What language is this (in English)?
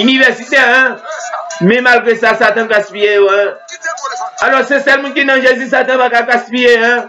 Haitian Creole